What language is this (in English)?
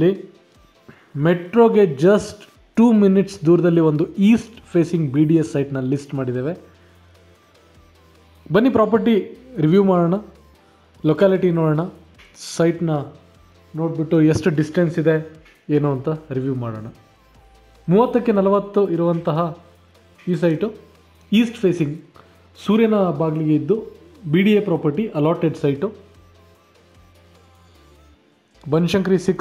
Kannada